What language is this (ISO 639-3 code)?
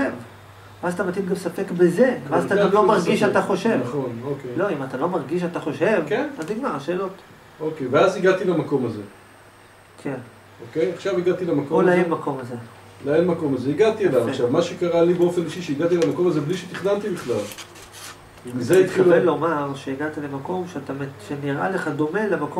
heb